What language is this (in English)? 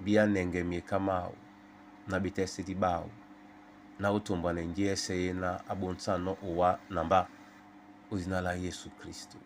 Duala